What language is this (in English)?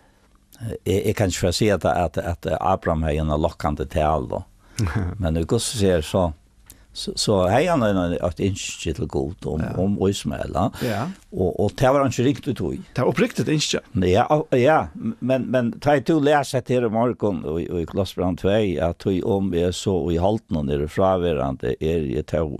Faroese